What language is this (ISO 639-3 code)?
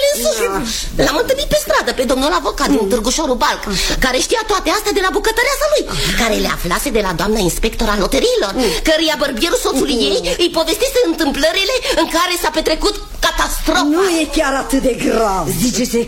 ron